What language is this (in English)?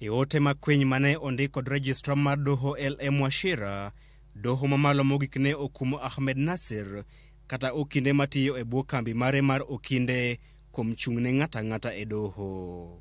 Luo (Kenya and Tanzania)